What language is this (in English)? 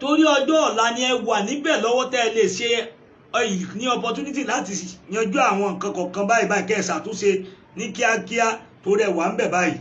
Yoruba